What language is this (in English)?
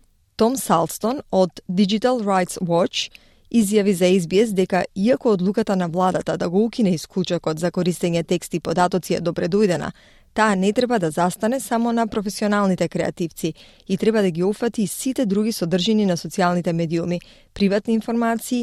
Macedonian